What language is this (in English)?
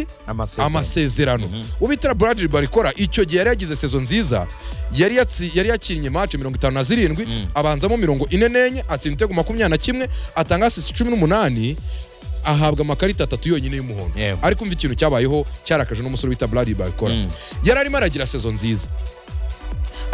Kinyarwanda